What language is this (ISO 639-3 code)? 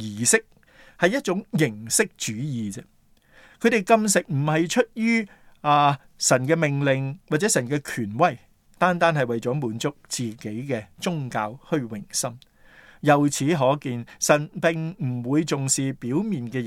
yue